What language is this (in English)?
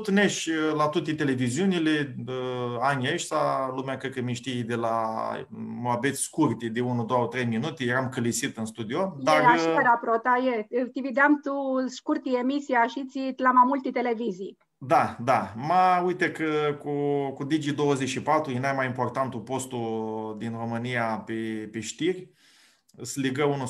Aromanian